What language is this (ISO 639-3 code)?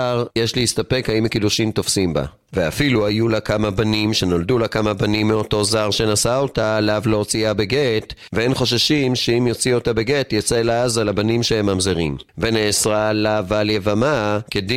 heb